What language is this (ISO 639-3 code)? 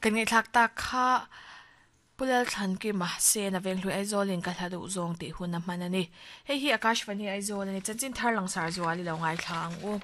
lus